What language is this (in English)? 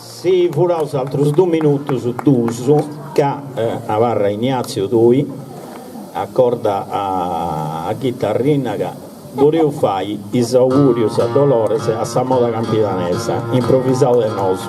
Sardinian